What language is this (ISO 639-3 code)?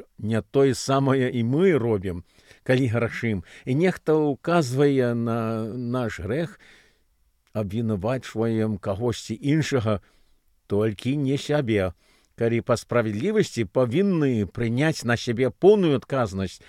bel